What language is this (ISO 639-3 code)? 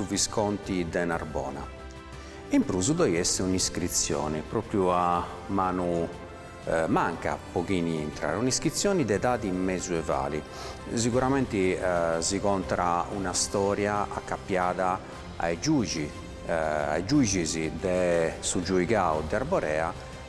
srd